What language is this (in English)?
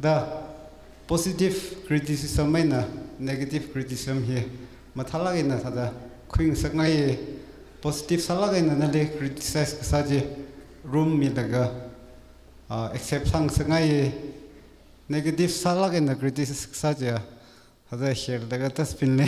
Tangkhul Naga (India)